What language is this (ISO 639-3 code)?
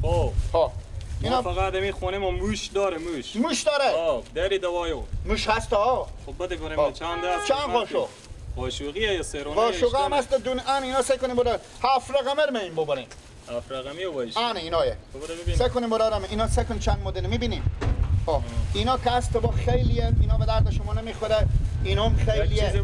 fas